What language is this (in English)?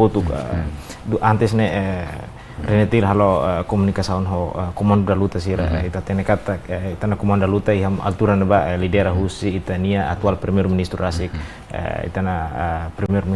Tetum